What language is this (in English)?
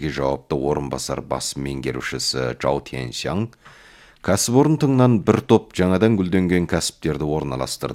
Kazakh